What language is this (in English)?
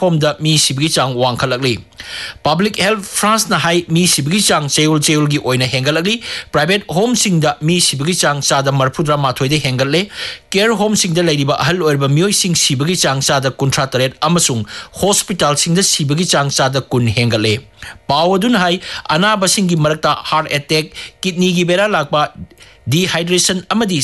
Manipuri